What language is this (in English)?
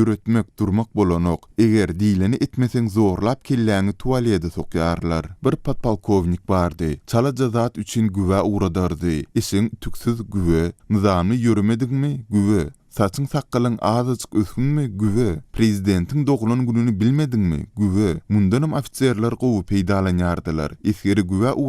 Turkmen